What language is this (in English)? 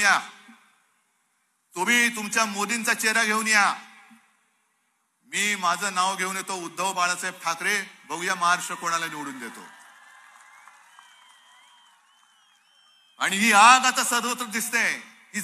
Marathi